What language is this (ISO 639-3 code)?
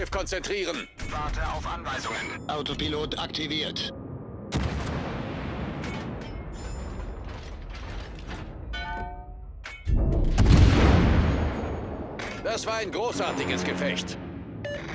deu